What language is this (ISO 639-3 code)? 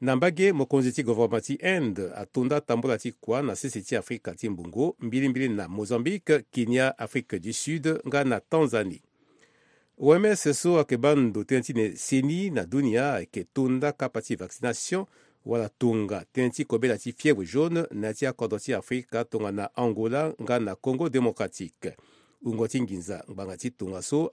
sag